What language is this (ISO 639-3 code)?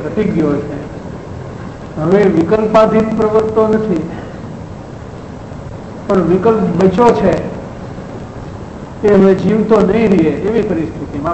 guj